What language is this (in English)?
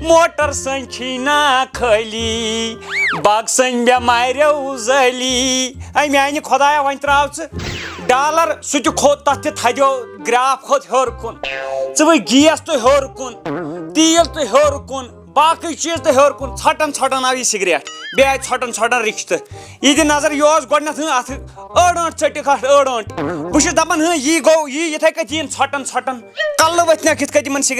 Kashmiri